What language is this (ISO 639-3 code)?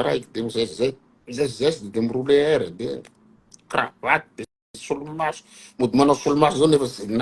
mlg